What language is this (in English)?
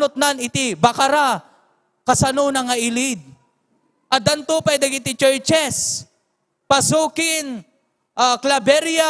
Iloko